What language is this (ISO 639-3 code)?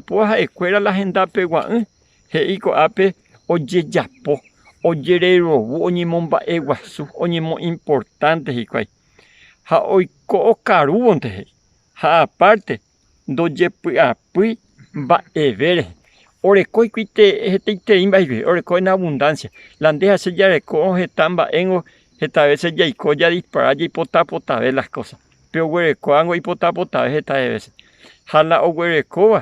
grn